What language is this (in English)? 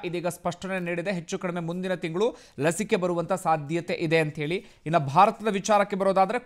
Kannada